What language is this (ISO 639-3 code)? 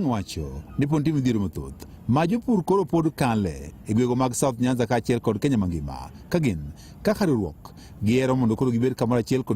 luo